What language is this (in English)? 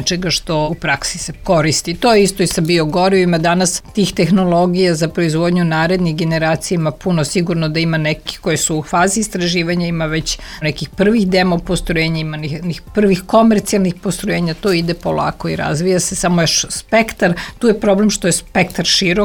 Serbian